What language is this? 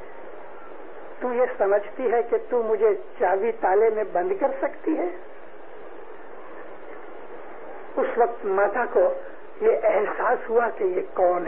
Urdu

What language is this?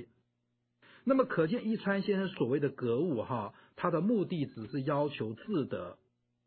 Chinese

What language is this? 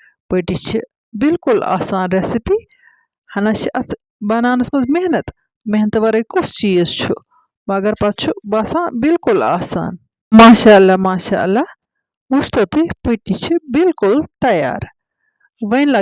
Kashmiri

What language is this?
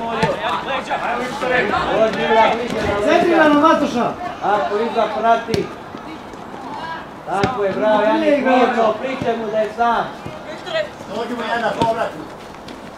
Croatian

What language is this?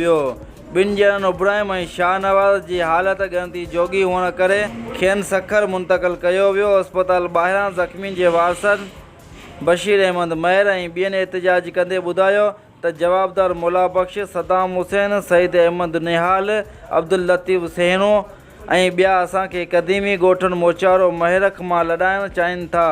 Sindhi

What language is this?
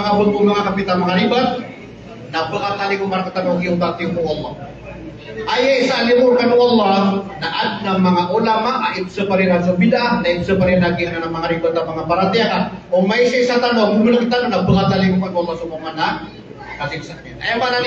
Maranao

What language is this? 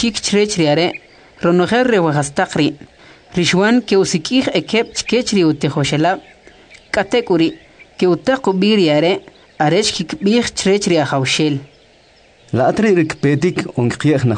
Kʼicheʼ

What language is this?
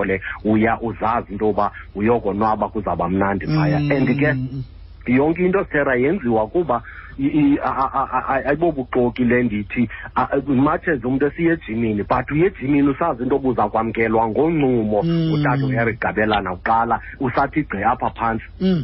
Xhosa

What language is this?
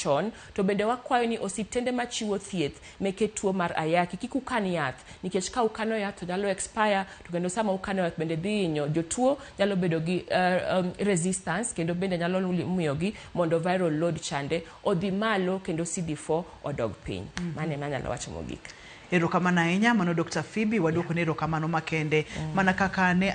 Luo (Kenya and Tanzania)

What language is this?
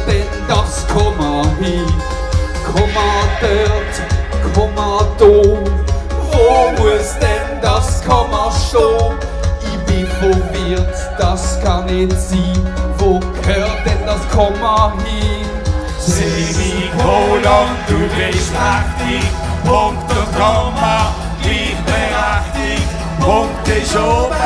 Swiss German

